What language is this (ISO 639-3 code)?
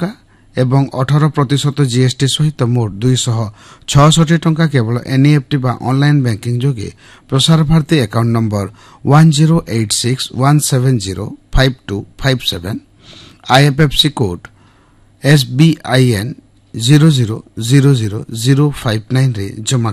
ori